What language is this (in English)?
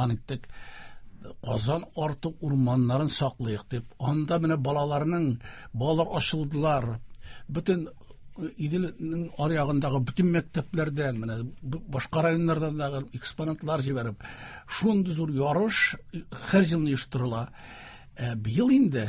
Tatar